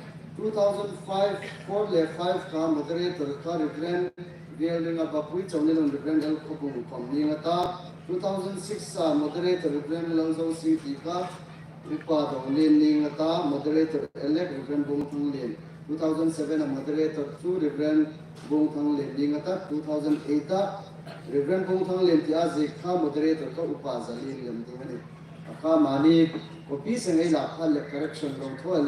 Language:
Hmar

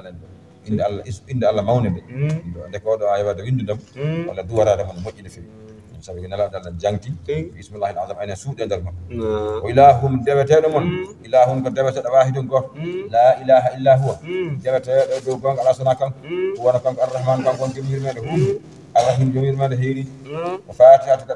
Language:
Fula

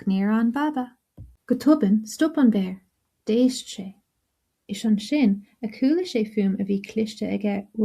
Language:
Irish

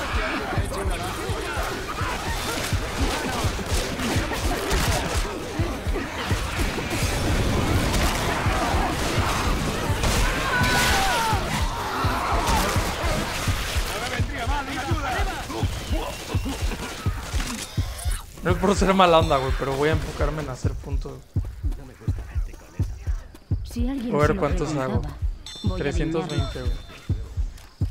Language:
Spanish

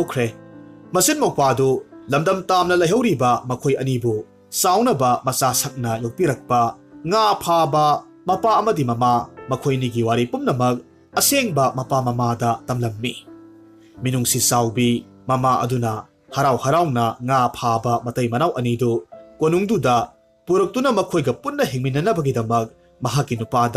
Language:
Manipuri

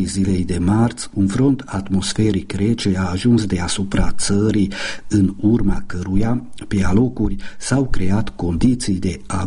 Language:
Romanian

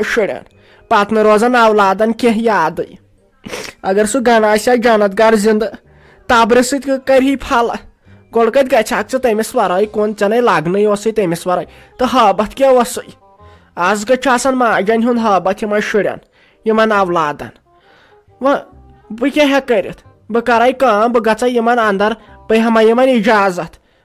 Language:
Kashmiri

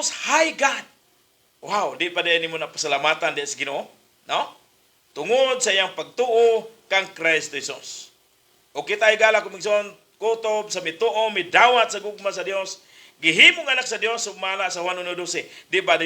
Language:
Cebuano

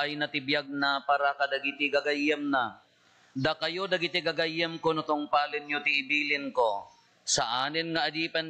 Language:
Iloko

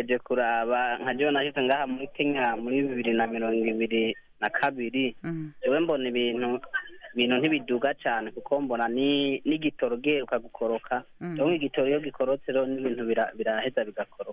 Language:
Rundi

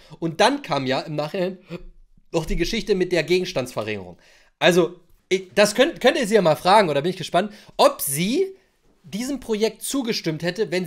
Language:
German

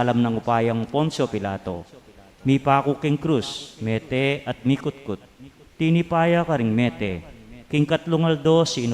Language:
Pampanga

